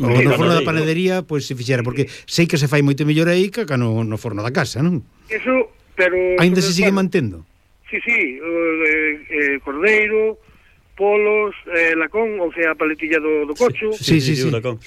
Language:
Galician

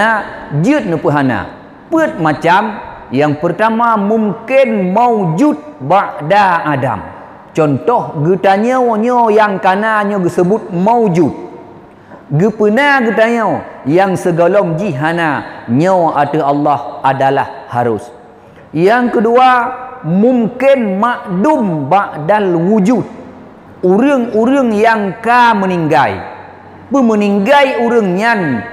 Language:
Achinese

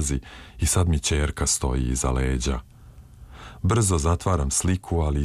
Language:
Serbian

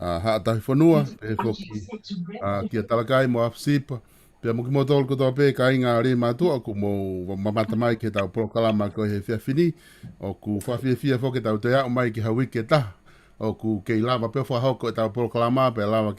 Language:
Tongan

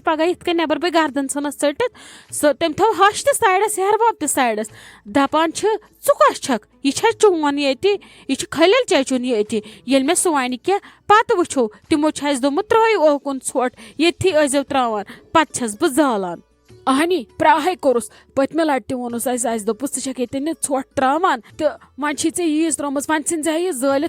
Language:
Kashmiri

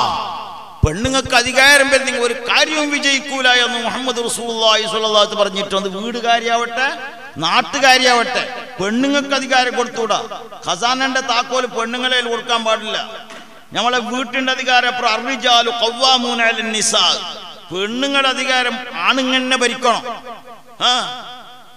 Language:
Malayalam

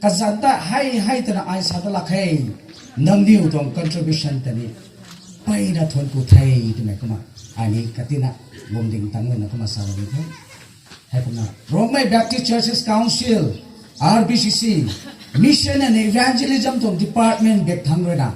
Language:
Rongmei Naga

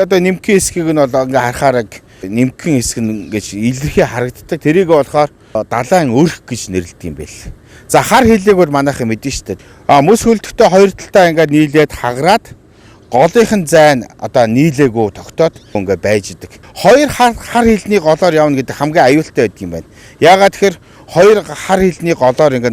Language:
Mongolian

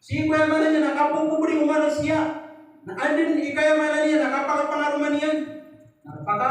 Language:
Maranao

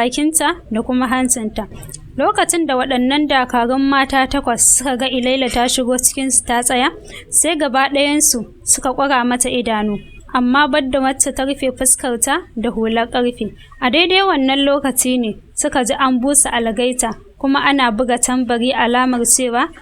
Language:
Hausa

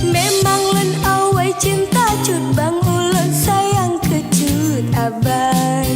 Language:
Achinese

